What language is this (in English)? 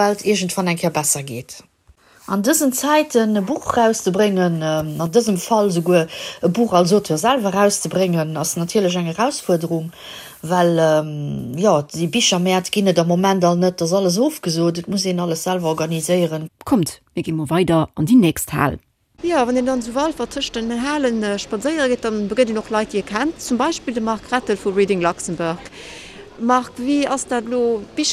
Luxembourgish